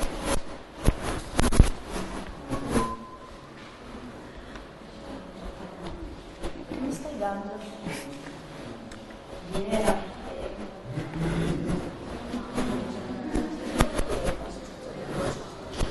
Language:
Italian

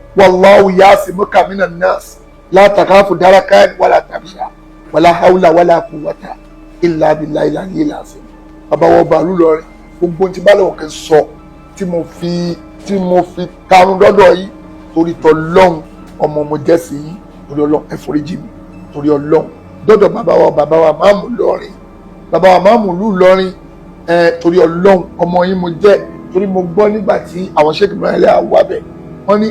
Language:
Yoruba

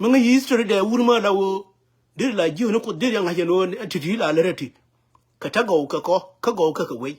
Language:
Nuer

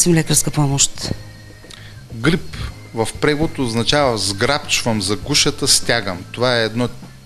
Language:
Bulgarian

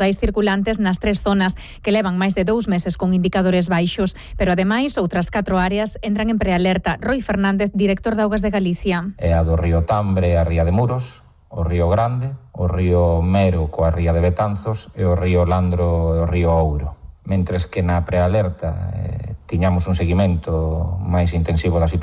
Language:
Galician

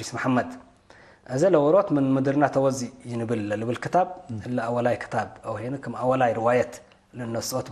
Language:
Tigre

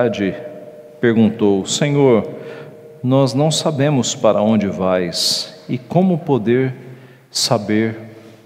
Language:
Portuguese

